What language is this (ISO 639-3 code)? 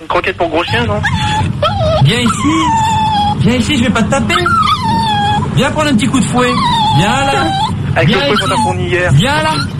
fra